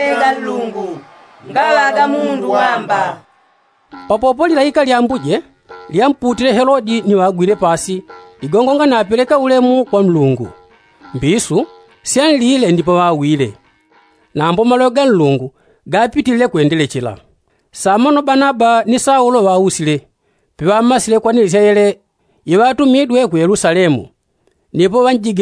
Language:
Yao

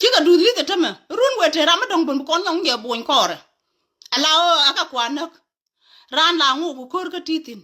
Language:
Nuer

